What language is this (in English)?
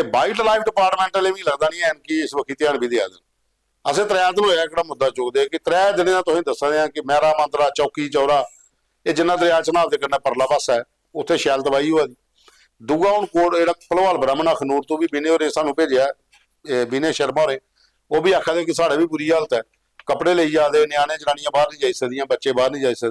Dogri